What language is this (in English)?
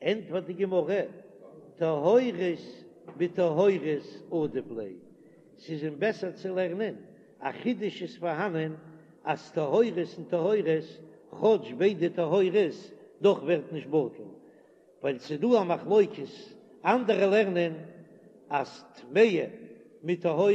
Yiddish